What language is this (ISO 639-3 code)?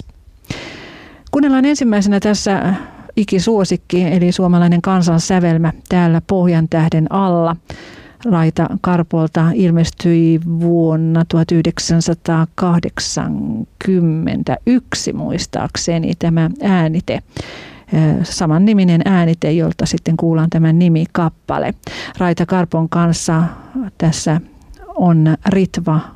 fin